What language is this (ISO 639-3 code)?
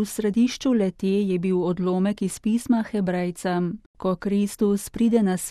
slv